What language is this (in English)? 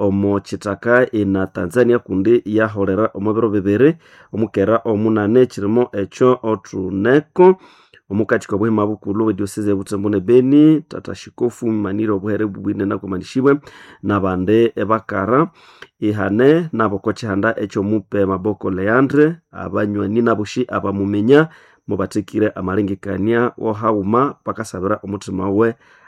Nande